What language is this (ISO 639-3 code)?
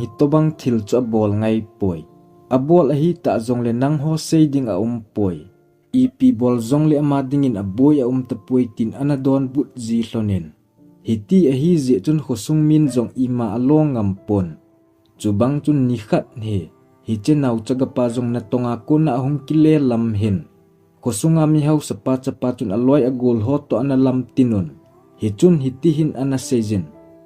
tcz